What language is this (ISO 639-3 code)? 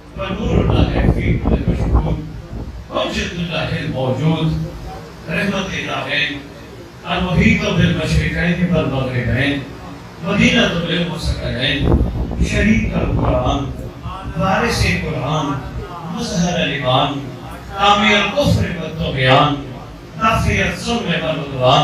urd